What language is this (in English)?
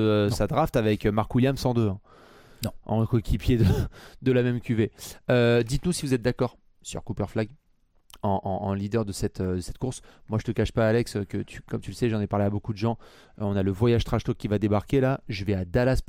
French